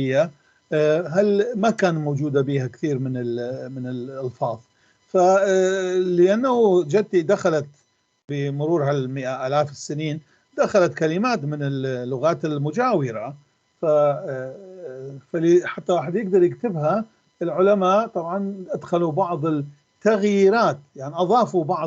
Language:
North Levantine Arabic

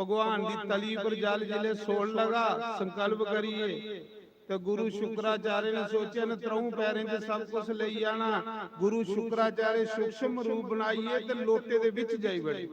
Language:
Dogri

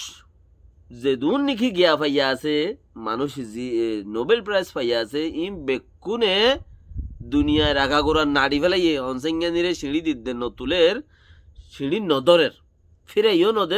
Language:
Rohingya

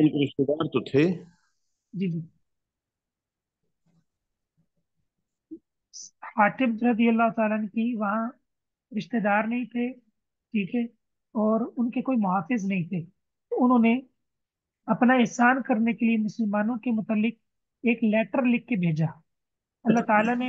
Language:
Urdu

